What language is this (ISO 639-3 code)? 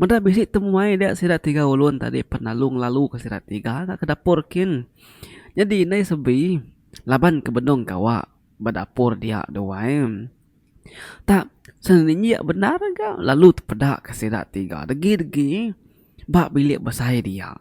iba